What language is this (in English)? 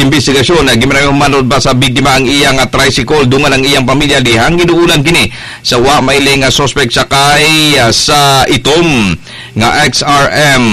Cebuano